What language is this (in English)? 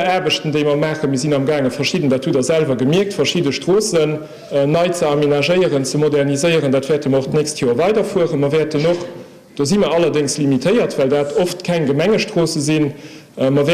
Luxembourgish